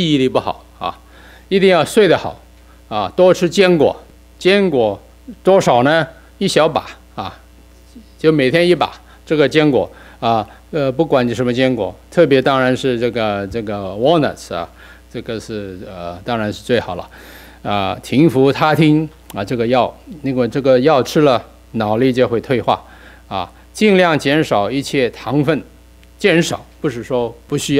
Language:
Chinese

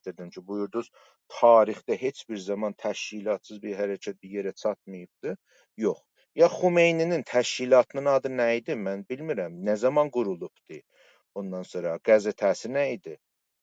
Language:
South Azerbaijani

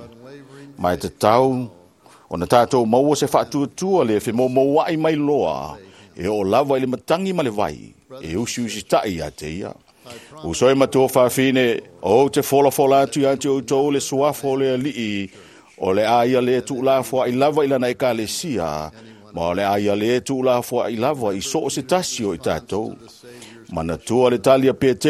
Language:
Samoan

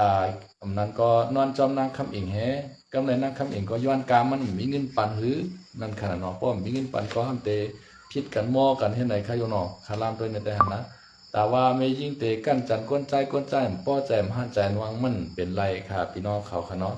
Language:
Shan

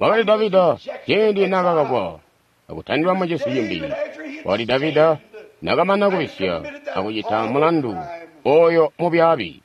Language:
Tonga (Zambia)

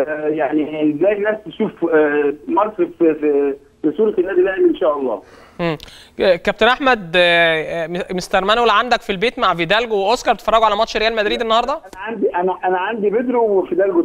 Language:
Egyptian Arabic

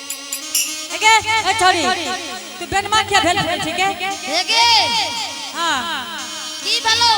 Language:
Angika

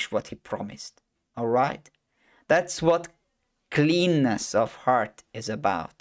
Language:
English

